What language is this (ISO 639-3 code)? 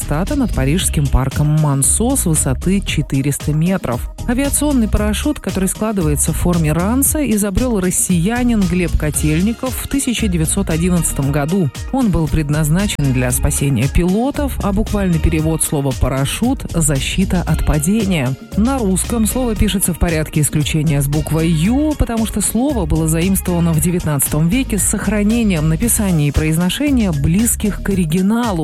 rus